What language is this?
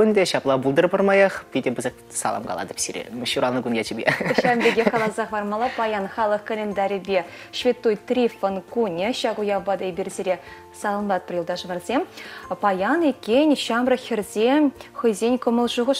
Chuvash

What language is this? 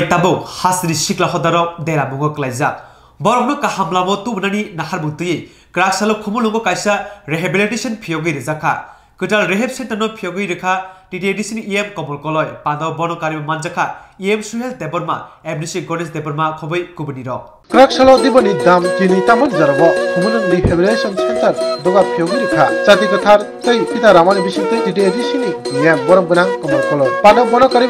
Kok Borok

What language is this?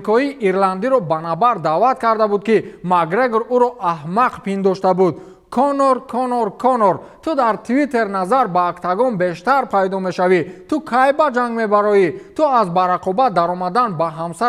Tajik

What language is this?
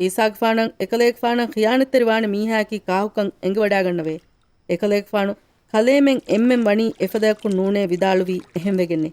Divehi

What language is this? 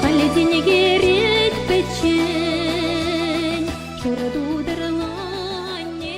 Chuvash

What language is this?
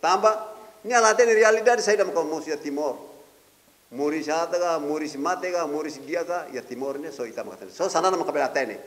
Tetum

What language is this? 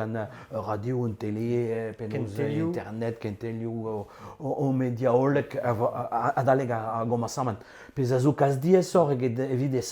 Breton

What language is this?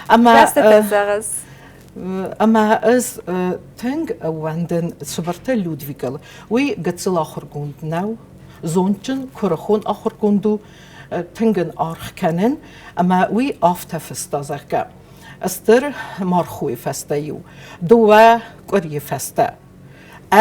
Ossetic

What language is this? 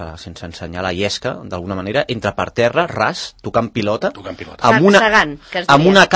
Catalan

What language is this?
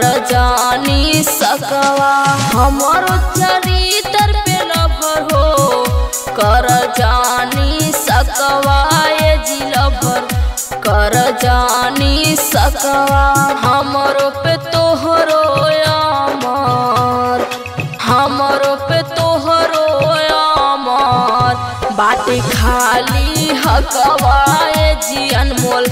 Bhojpuri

